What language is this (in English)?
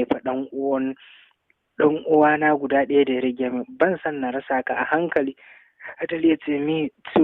Hausa